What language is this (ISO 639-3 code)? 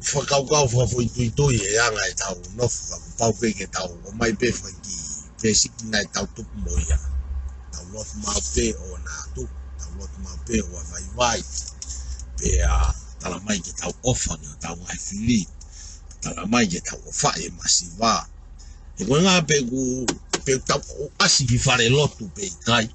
ton